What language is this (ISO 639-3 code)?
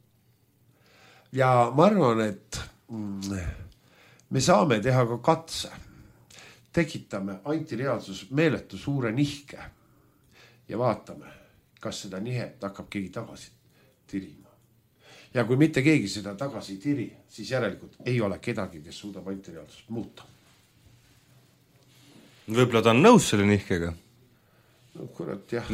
est